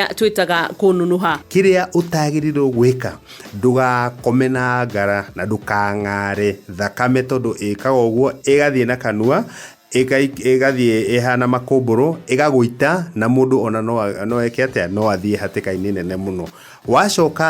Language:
Kikuyu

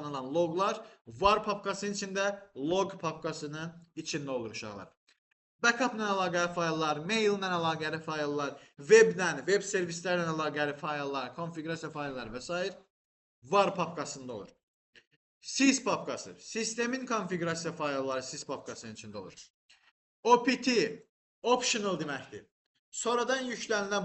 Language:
Azerbaijani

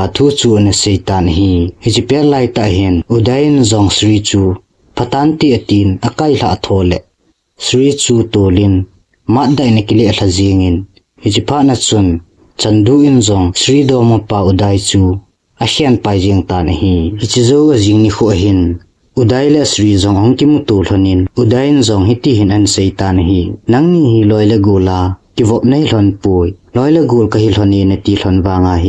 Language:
Thado Chin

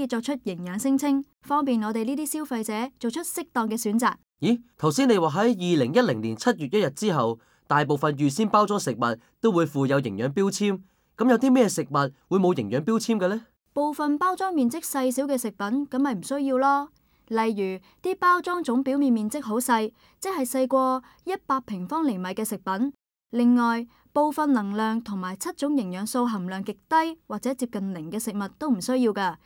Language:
Cantonese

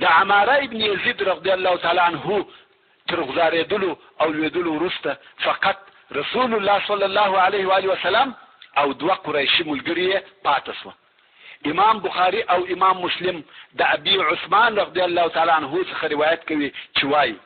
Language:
Pashto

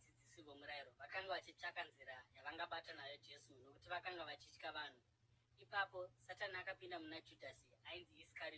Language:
Shona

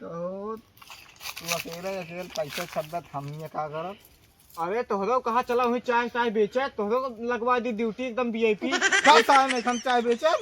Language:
Awadhi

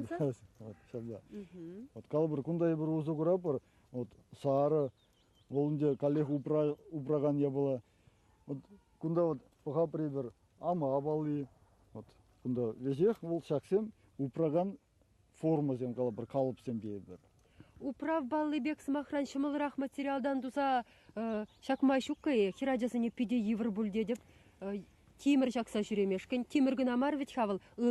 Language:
Chuvash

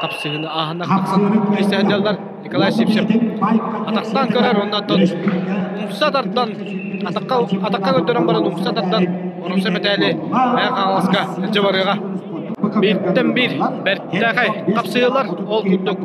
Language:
Yakut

